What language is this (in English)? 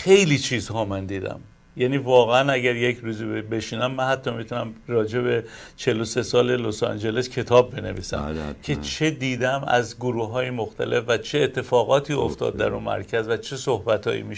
Persian